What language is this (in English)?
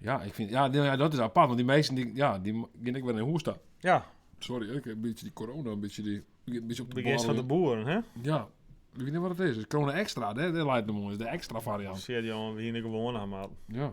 Western Frisian